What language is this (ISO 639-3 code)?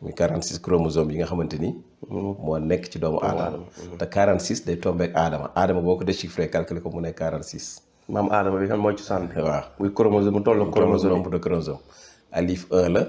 wol